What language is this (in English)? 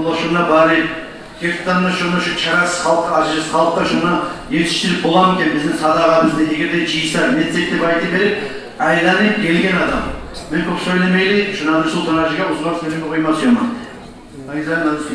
Kumyk